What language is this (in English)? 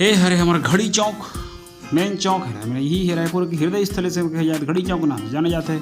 Chhattisgarhi